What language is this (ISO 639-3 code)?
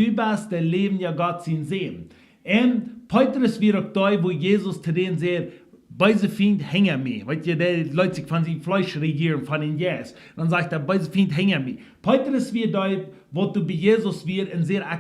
pdt